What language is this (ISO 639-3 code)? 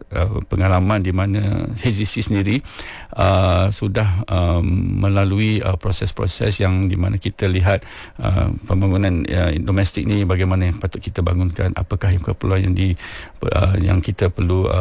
msa